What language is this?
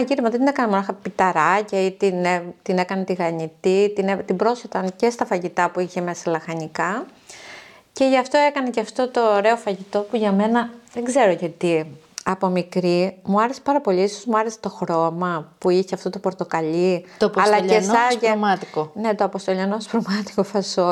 Greek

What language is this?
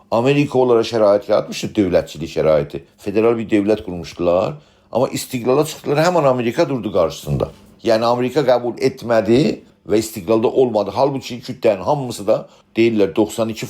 South Azerbaijani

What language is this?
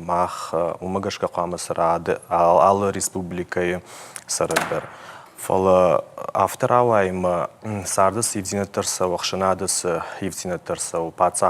Ossetic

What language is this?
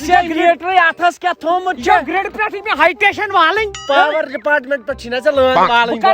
Kashmiri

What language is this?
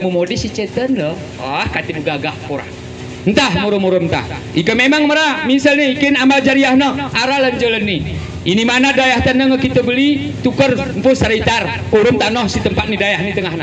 Gayo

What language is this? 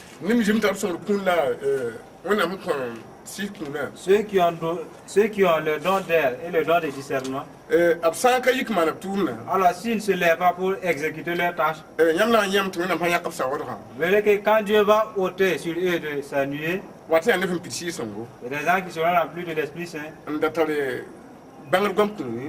Mossi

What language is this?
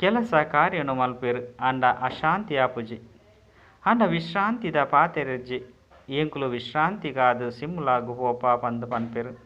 Tulu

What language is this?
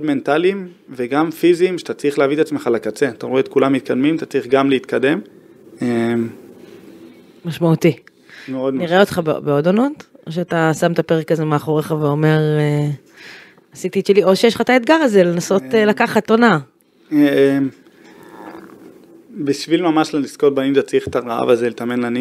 Hebrew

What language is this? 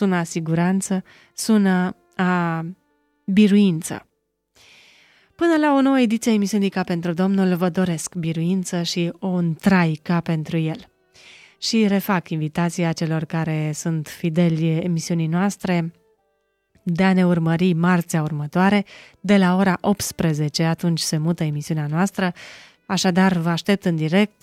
Romanian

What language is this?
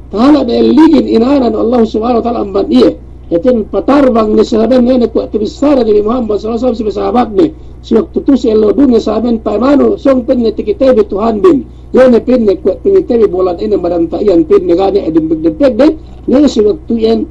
Yakan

